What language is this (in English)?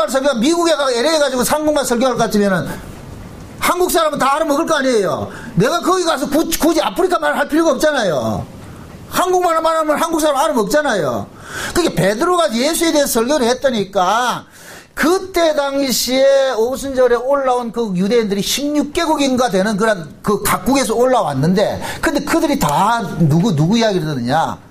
Korean